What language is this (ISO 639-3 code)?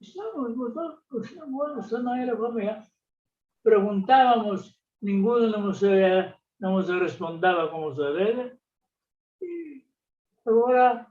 lad